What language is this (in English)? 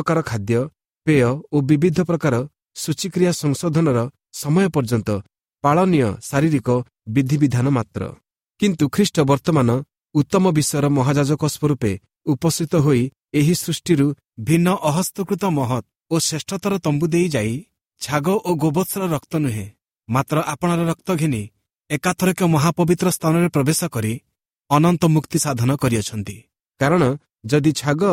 Odia